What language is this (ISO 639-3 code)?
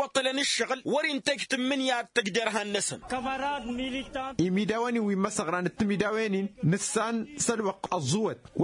taq